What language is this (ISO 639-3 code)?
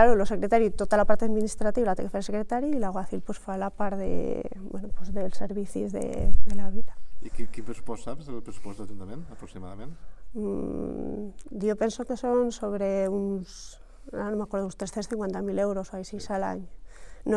cat